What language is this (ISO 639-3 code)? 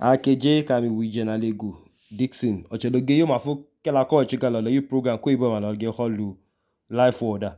idu